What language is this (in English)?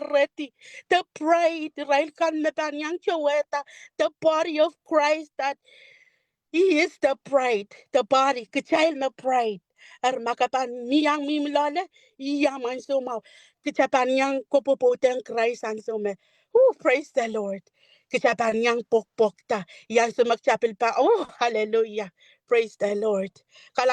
Pohnpeian